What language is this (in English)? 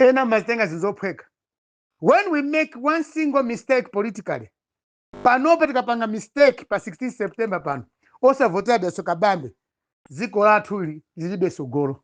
Nyanja